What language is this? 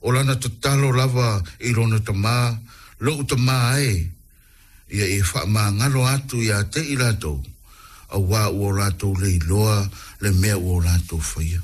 Samoan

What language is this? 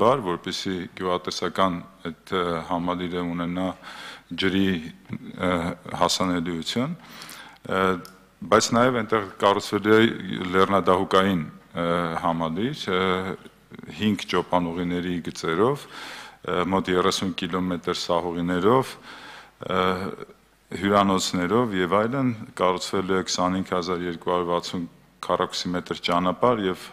Armenian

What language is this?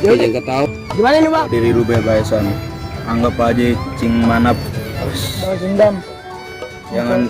Betawi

